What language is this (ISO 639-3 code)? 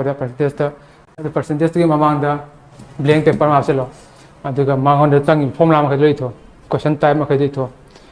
mni